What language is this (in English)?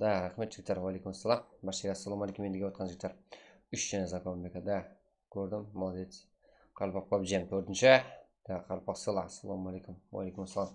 Kara-Kalpak